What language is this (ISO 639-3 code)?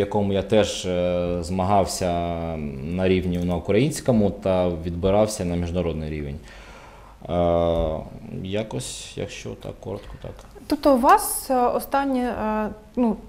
ukr